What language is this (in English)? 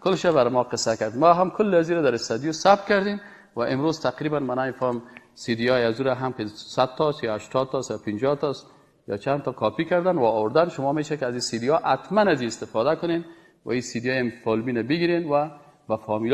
Persian